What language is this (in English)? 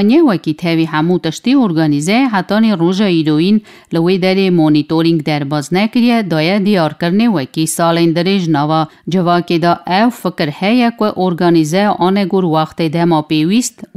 Kurdish